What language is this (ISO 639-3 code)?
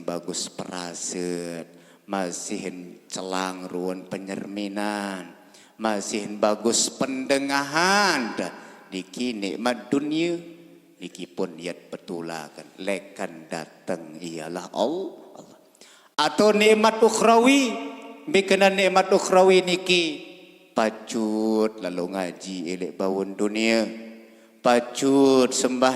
sas